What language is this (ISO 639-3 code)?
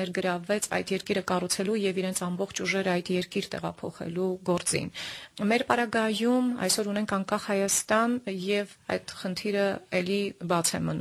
hye